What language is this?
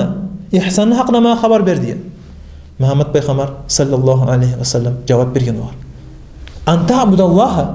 Kumyk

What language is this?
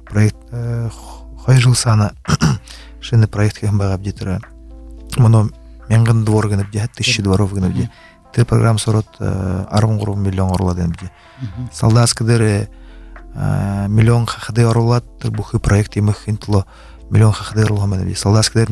Buriat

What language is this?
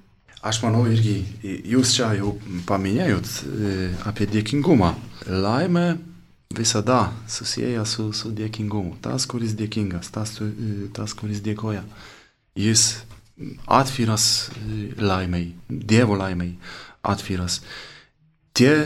Lithuanian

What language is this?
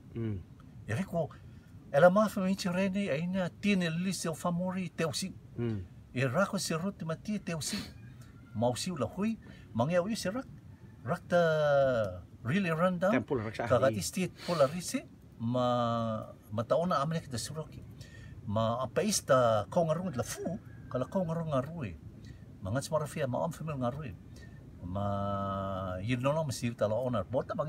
Rotuman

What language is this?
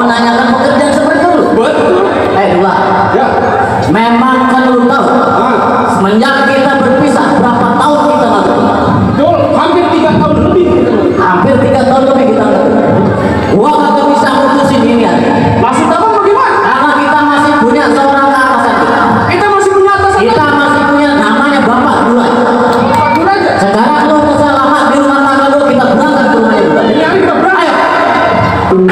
Betawi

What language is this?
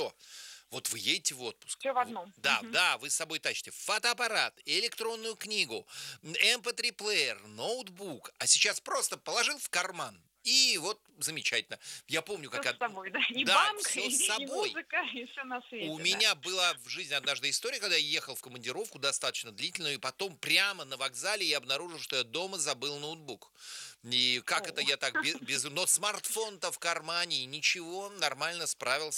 Russian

